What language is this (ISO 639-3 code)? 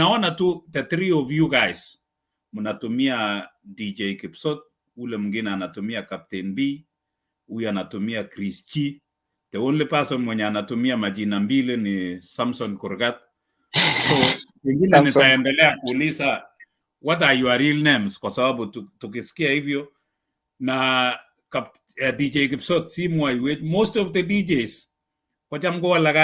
kln